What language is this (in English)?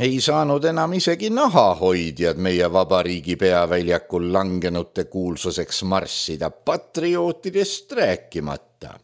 Estonian